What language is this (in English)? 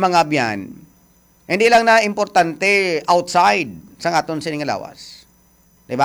Hiligaynon